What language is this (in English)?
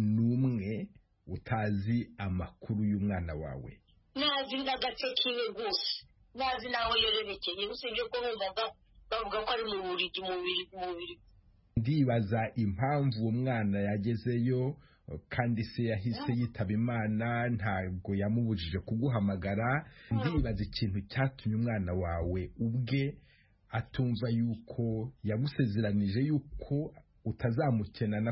Kinyarwanda